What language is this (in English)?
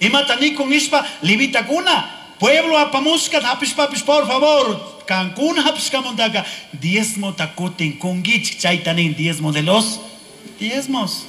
Chimborazo Highland Quichua